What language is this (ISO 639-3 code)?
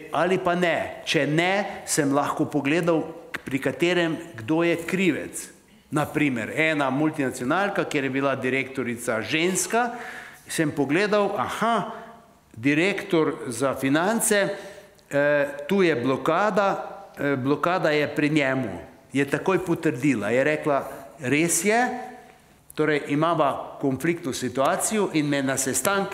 slv